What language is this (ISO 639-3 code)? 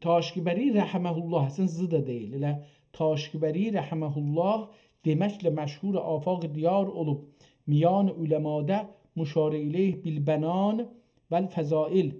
azb